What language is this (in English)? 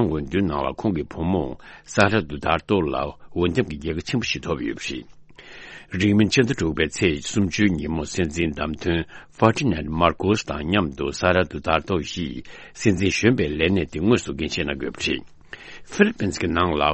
Tibetan